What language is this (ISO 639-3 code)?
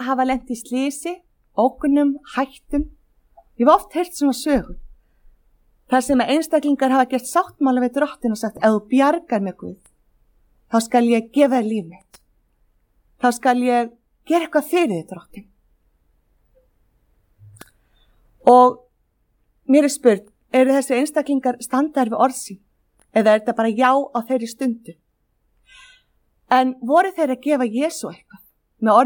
isl